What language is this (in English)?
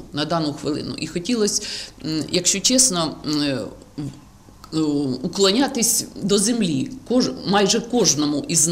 Ukrainian